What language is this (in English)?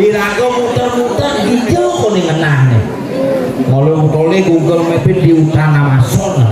Balinese